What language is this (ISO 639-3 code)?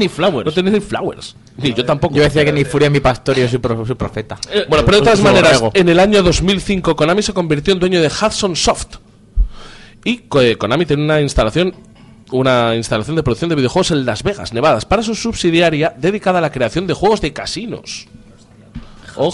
spa